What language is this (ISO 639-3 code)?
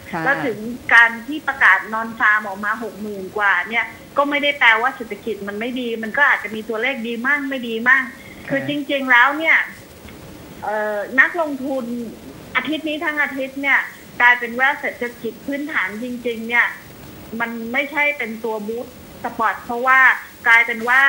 tha